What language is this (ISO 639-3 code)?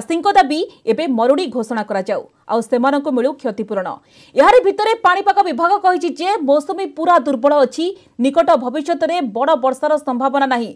ori